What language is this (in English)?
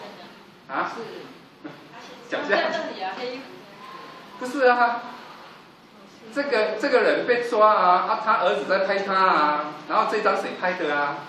Chinese